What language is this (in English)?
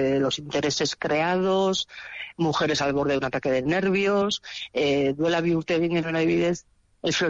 Basque